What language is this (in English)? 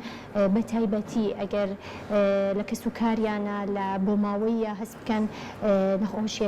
Central Kurdish